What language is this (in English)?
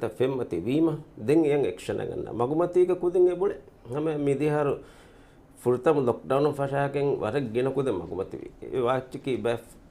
Divehi